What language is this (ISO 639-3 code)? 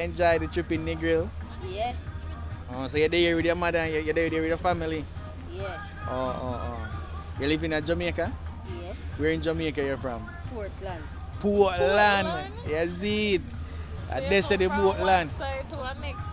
jam